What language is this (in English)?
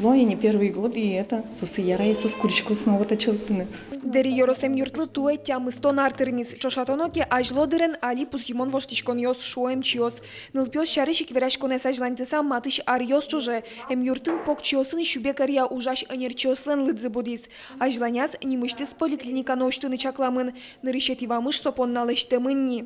Udmurt